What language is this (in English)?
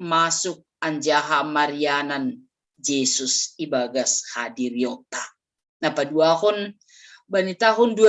Batak Simalungun